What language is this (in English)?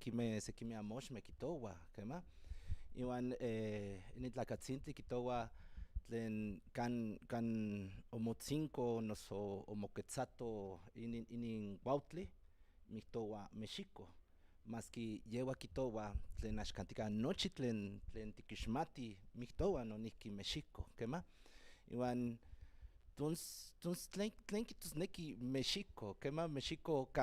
Central Nahuatl